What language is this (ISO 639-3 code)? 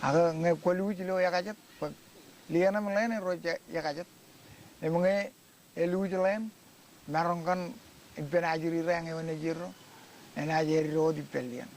mah